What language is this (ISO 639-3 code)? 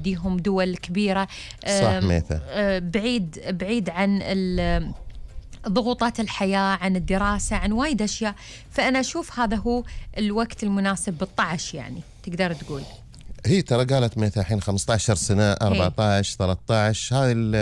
afb